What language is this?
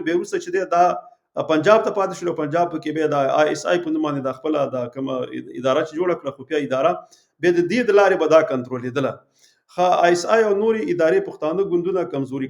Pashto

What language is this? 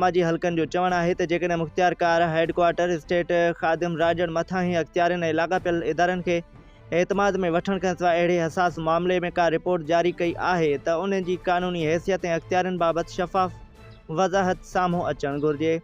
Sindhi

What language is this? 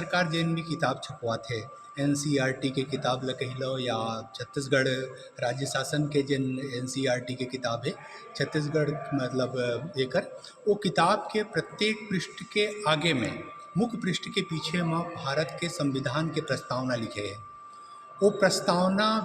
Chhattisgarhi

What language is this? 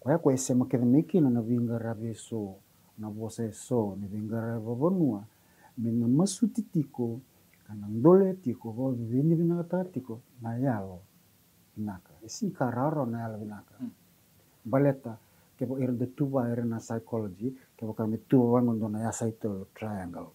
Fijian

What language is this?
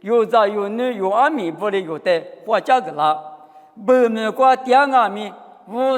Lisu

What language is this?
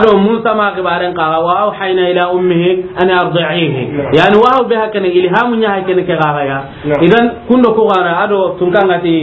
Soninke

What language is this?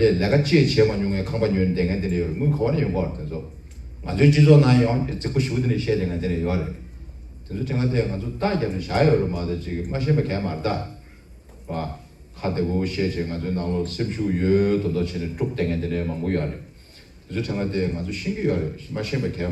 Tibetan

